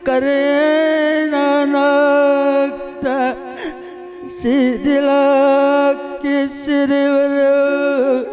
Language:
Batak Karo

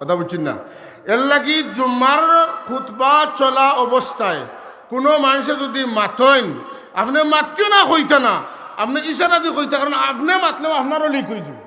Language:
Sylheti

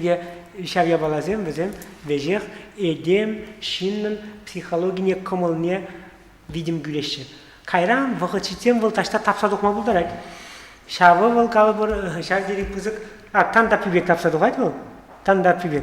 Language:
Chuvash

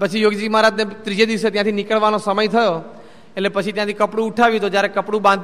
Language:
Gujarati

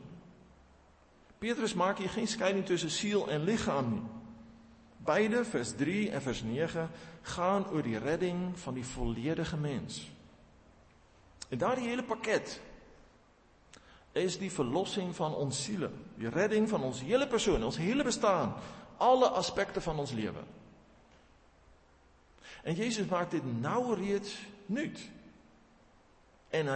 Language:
Afrikaans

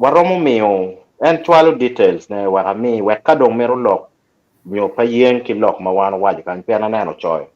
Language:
Acoli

